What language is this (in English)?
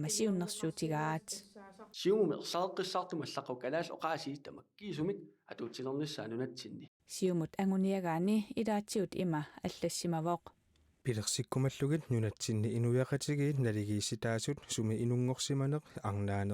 Kalaallisut